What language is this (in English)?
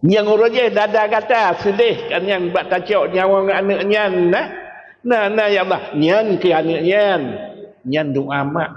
Achinese